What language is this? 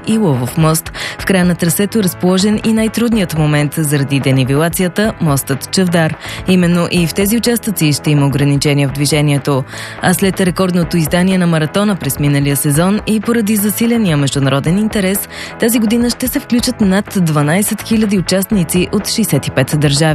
Bulgarian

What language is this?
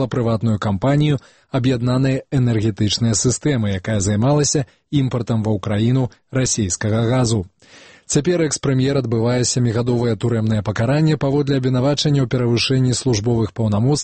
Belarusian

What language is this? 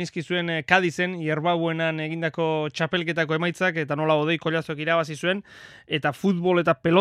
Basque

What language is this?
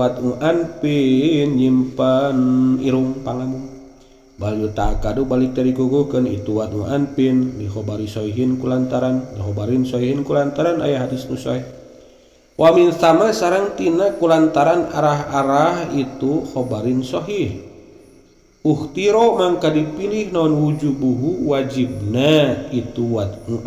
Sundanese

